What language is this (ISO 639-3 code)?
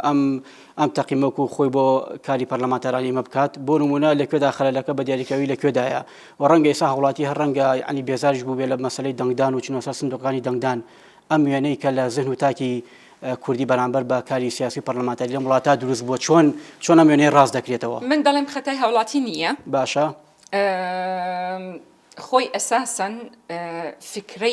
ckb